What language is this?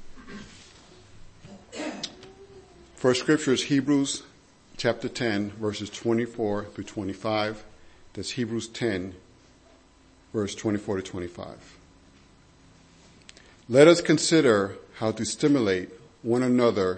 English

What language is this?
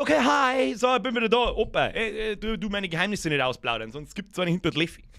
Bavarian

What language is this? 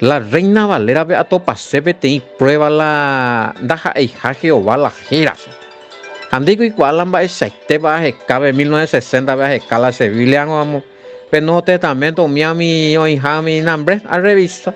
Guarani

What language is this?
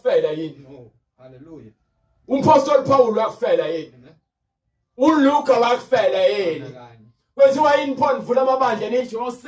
Zulu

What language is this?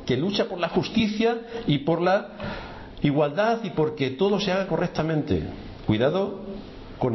Spanish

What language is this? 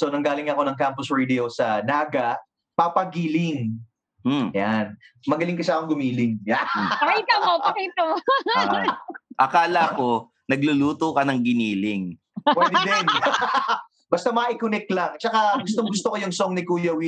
Filipino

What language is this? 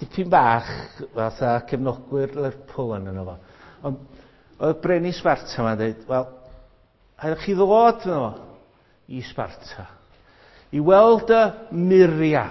Welsh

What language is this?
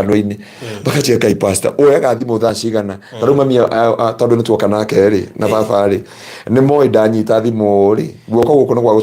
Kikuyu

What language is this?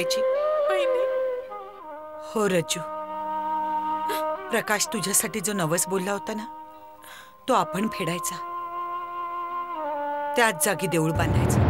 Marathi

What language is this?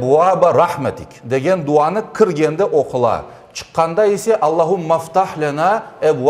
Crimean Tatar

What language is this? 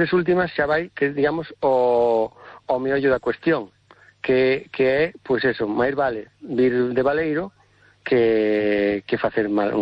Galician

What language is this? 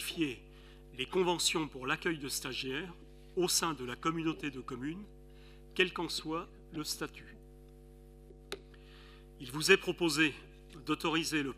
French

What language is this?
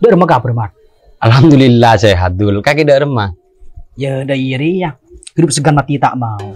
Madurese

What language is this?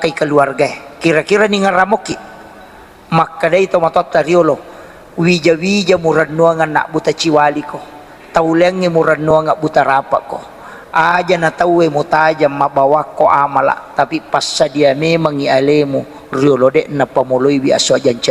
Buginese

